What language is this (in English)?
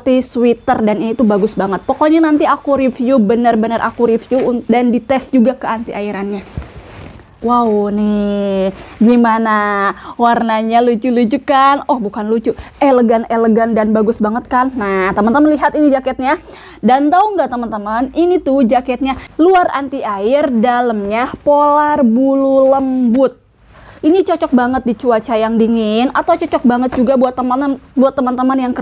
Indonesian